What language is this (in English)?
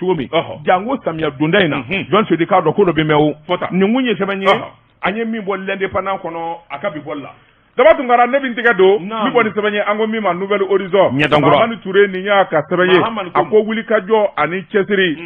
Bambara